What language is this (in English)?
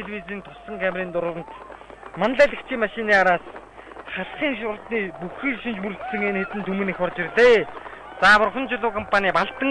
Mongolian